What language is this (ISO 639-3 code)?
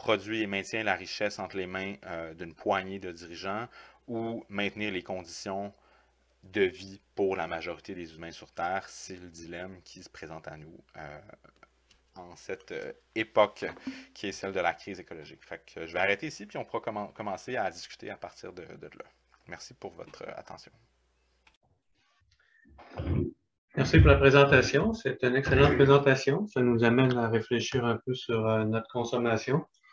fra